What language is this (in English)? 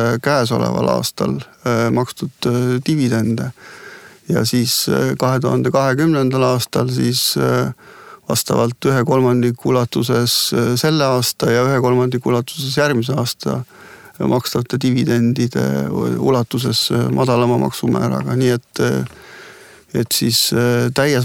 Estonian